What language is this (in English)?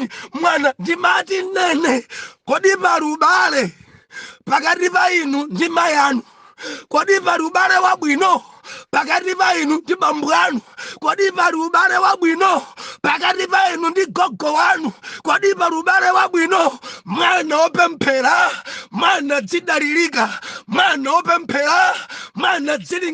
Nyanja